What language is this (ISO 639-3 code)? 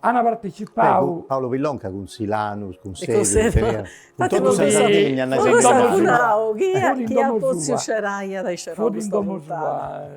srd